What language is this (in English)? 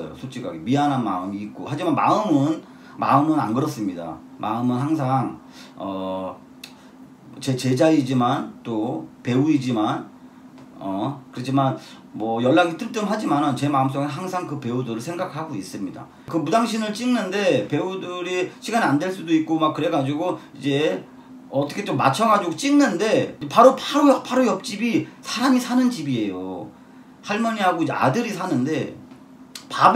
Korean